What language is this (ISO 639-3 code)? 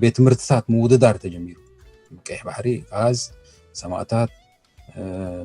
tir